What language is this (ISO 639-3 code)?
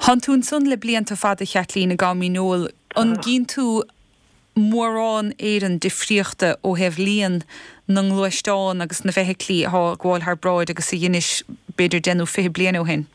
gle